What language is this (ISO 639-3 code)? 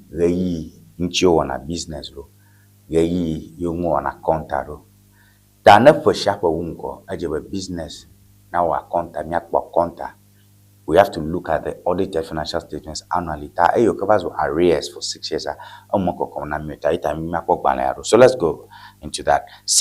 ewe